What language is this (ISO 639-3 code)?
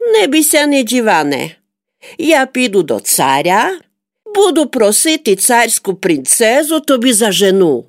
rue